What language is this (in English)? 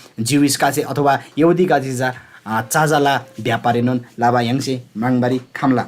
Eastern Tamang